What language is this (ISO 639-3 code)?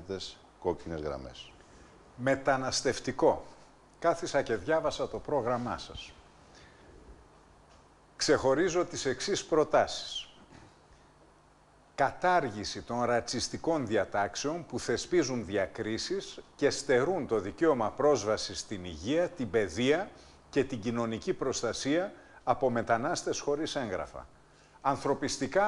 ell